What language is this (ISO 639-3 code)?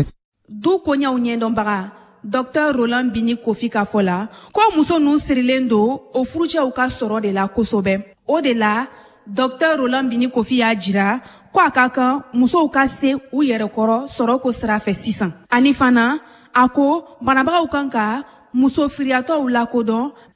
bam